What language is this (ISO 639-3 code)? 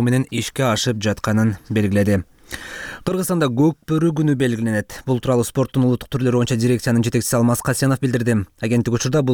kir